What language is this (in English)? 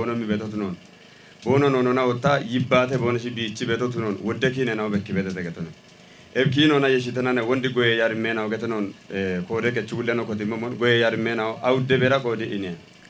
Kafa